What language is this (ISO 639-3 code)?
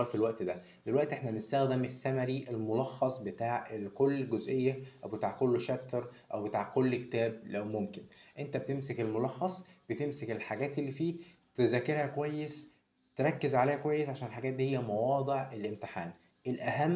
arz